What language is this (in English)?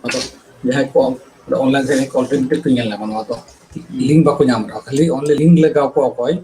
Santali